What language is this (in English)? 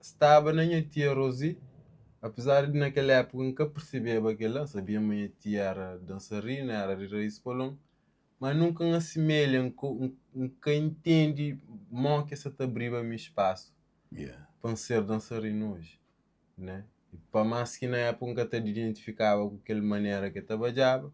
Kabuverdianu